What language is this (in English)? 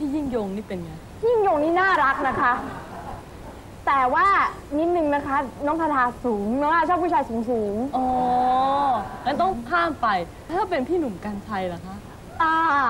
Thai